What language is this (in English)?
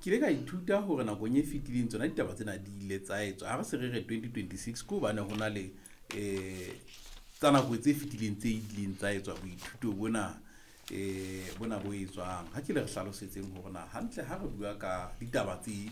Southern Sotho